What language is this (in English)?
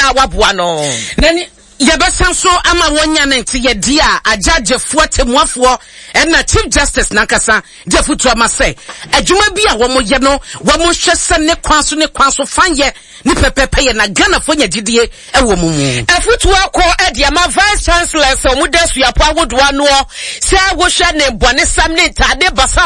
Akan